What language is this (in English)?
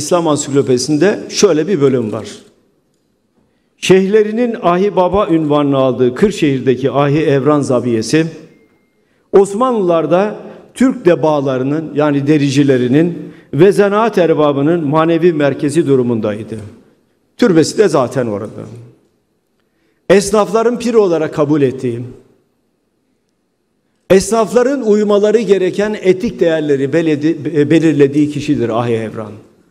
Turkish